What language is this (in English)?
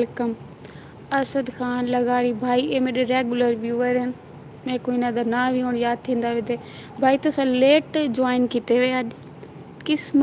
Saraiki